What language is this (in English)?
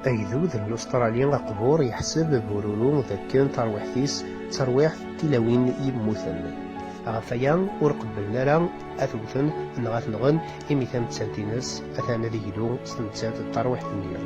Kabyle